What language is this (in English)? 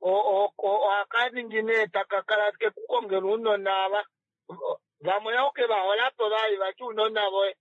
Kuanyama